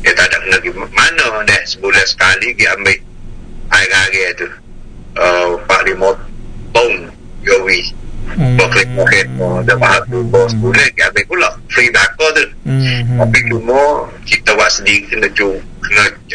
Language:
Malay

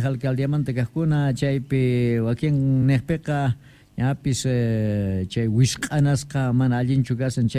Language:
South Bolivian Quechua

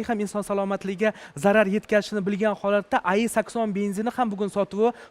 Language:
Uzbek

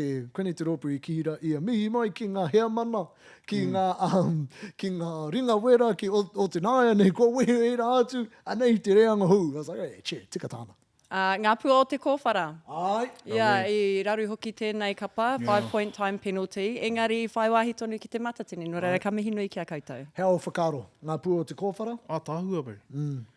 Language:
Māori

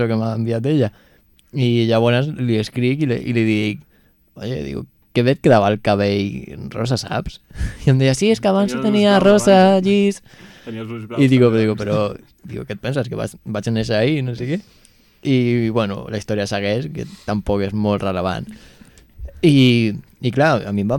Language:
Catalan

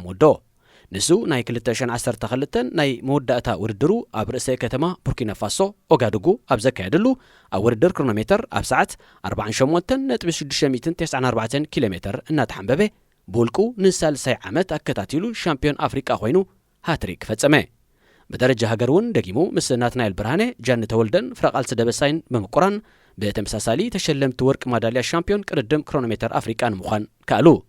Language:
Tigrinya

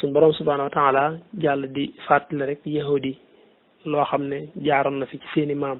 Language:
Wolof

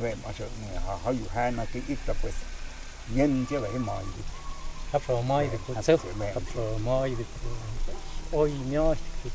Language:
Totontepec Mixe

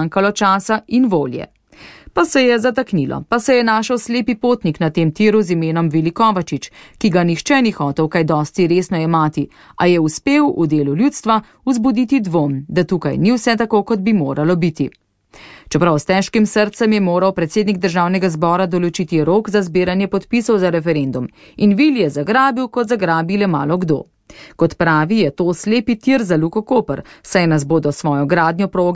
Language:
Slovenian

